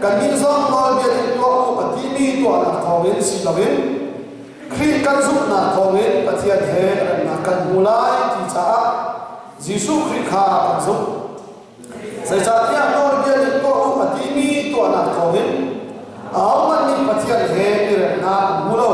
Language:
Hakha Chin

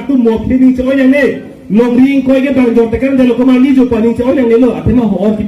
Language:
Karbi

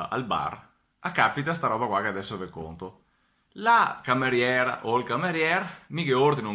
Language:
Venetian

